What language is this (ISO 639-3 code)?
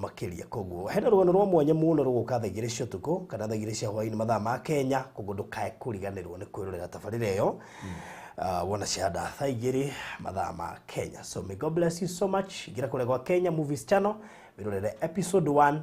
kik